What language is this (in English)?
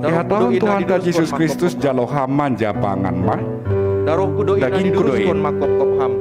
Batak Simalungun